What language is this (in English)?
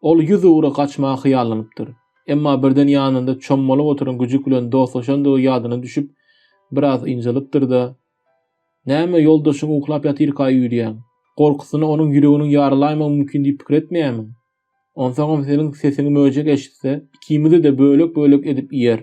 Turkmen